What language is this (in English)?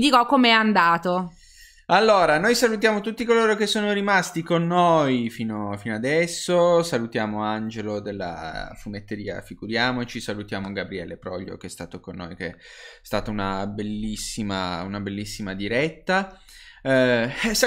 Italian